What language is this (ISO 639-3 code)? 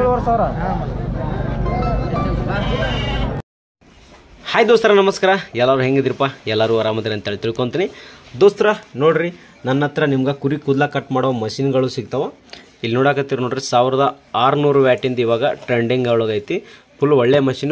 kan